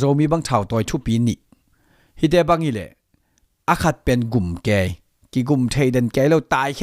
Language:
Tedim Chin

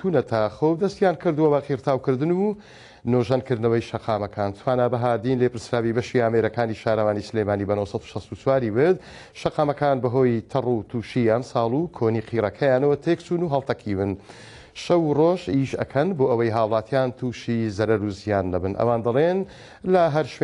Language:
Central Kurdish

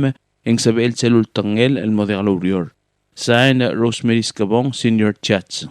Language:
Palauan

